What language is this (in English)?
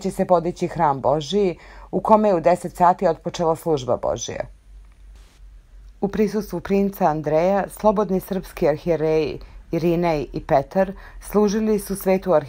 Serbian